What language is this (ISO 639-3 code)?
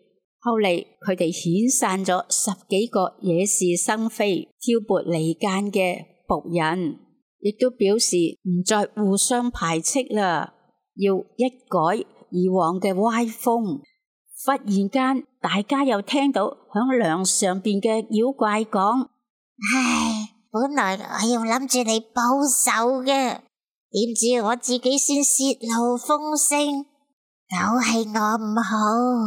yue